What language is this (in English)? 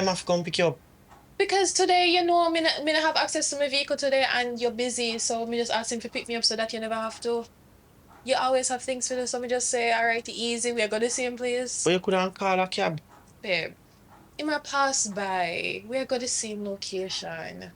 Jamaican Creole English